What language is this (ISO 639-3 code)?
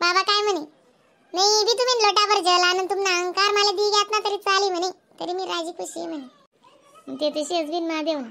khn